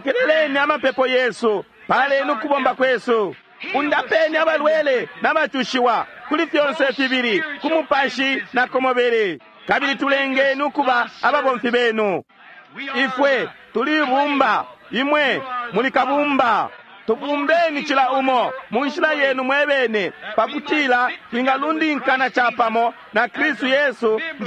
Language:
Bemba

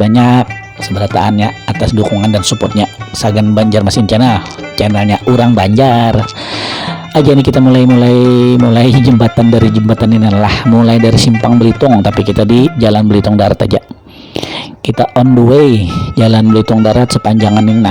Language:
Banjar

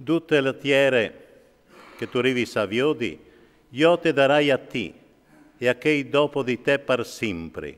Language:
Friulian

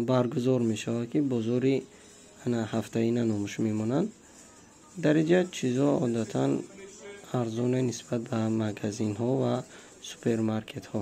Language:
Tajik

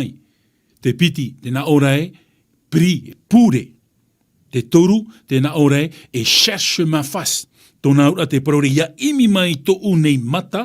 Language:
Tahitian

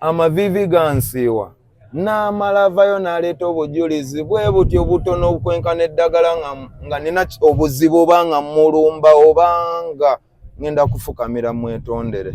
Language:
Ganda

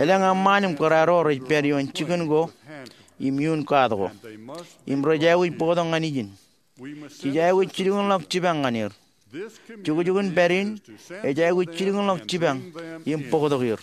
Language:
Marshallese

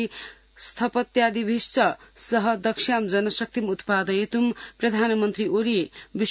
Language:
Sanskrit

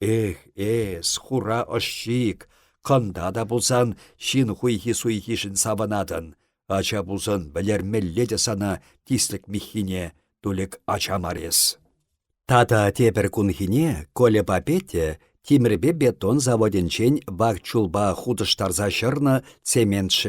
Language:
Chuvash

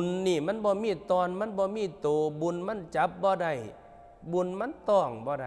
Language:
Northeastern Thai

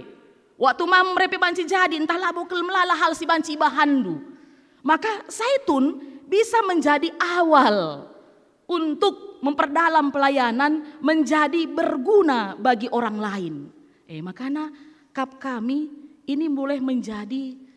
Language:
Batak Karo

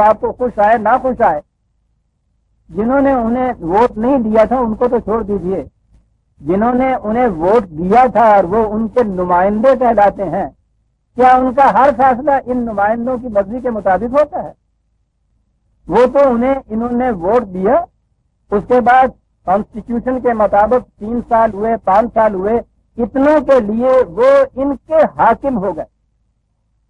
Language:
Urdu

